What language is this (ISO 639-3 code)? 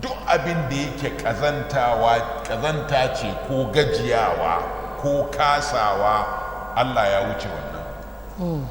hau